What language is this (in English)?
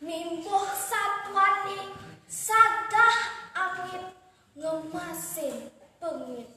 Balinese